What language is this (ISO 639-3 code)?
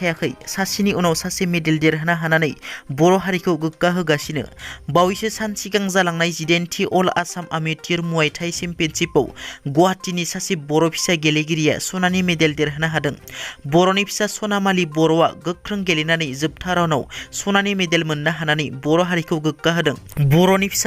brx